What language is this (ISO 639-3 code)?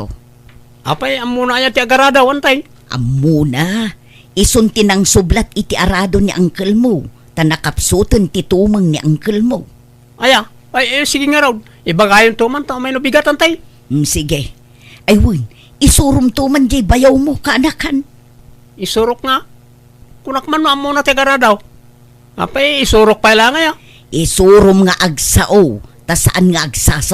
ilo